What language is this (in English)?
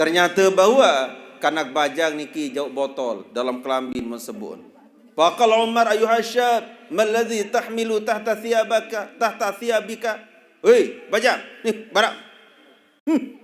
Sasak